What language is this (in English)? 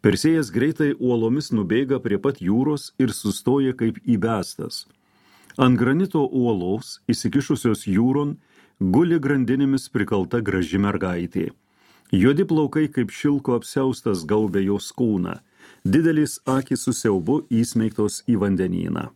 Lithuanian